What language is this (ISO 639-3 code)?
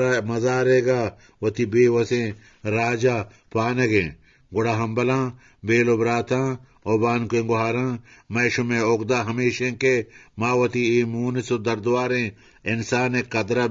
bgp